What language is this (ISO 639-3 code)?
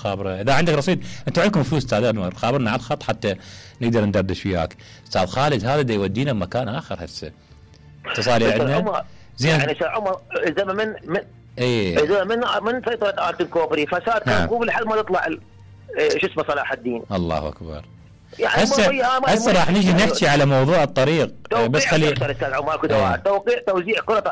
acm